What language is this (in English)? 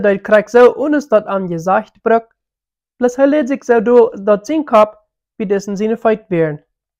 Plautdietsch